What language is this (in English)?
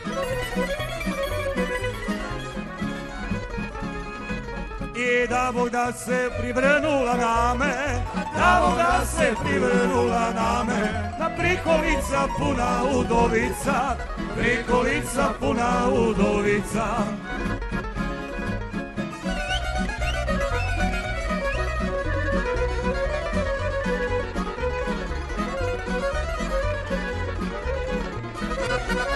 Croatian